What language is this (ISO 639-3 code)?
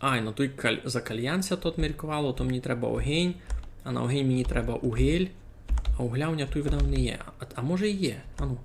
rue